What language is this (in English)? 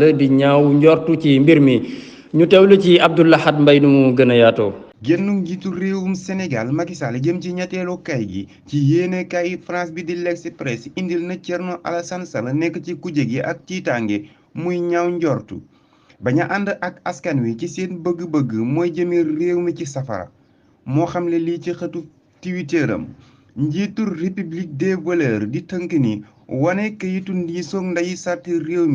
Wolof